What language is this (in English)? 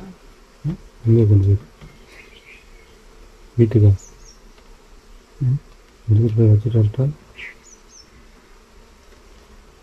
Tamil